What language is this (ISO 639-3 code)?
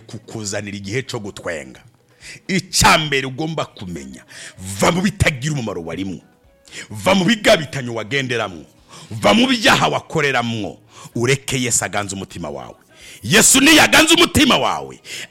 run